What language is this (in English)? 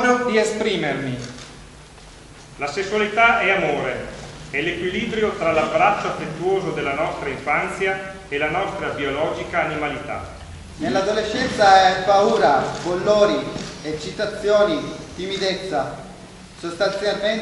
Italian